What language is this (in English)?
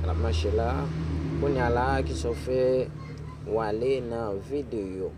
Haitian Creole